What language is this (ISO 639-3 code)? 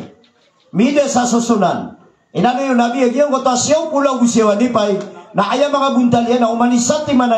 mrw